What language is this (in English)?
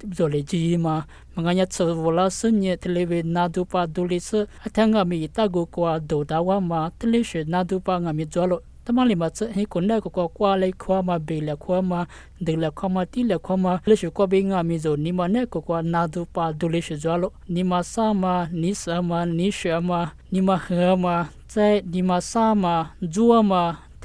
Lisu